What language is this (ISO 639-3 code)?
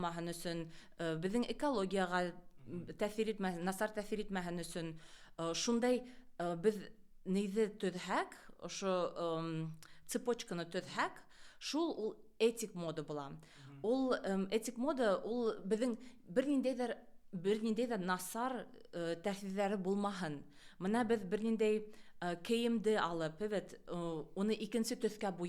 bak